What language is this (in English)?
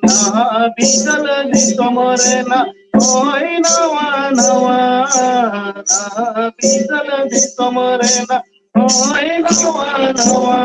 Santali